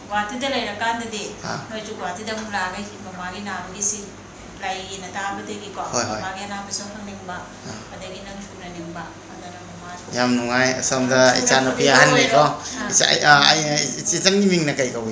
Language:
Manipuri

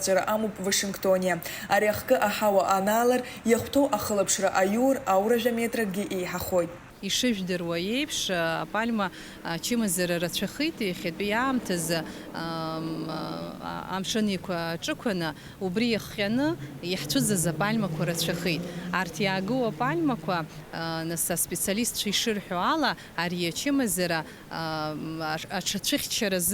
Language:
Abkhazian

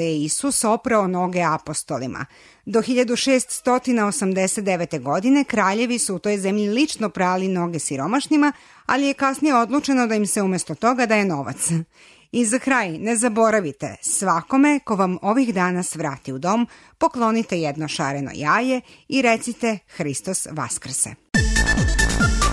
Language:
Serbian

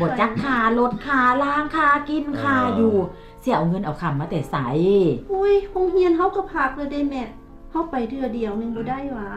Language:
Lao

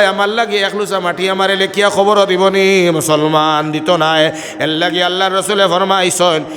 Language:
Sylheti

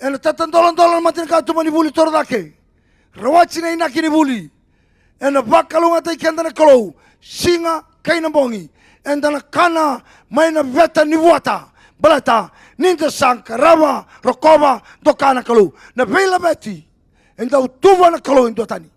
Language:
Fijian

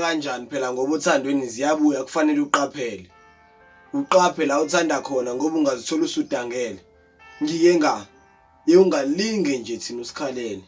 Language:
Zulu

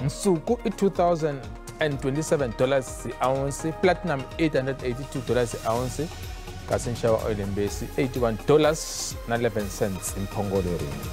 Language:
Tsonga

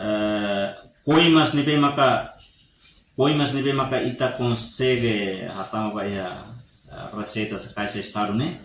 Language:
Tetum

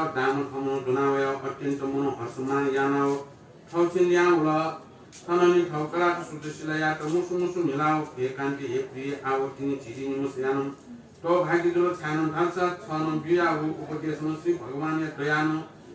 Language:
Newari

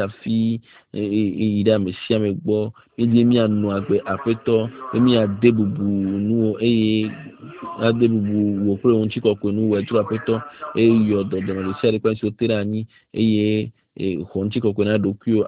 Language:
Ewe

